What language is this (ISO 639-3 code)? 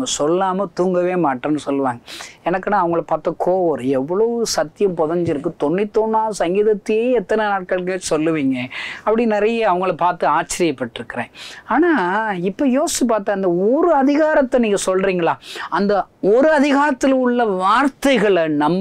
tam